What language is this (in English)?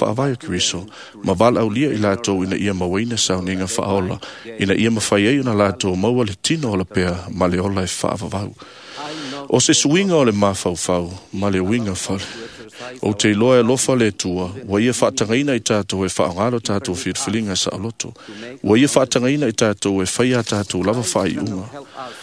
Samoan